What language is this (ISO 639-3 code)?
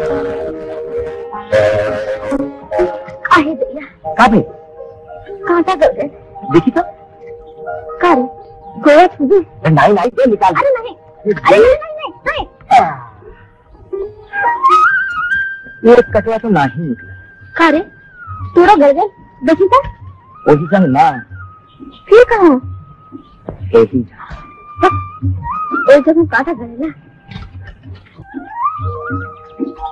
bho